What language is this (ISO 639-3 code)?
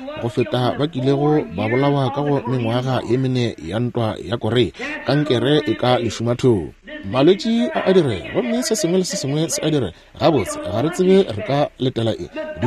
nso